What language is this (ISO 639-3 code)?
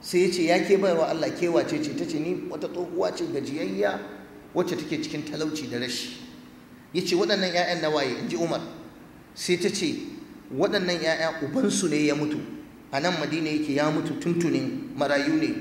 hau